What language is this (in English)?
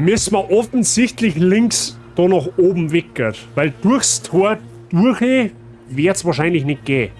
Bavarian